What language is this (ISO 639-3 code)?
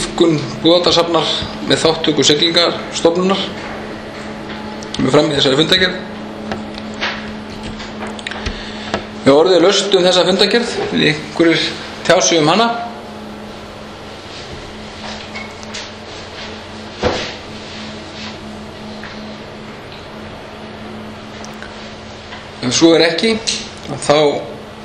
isl